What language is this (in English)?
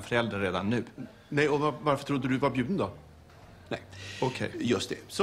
Swedish